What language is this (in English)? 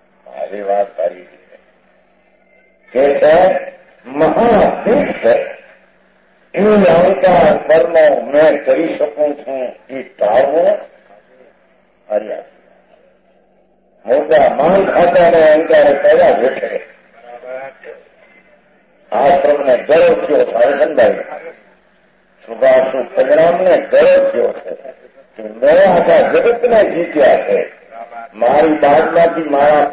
Gujarati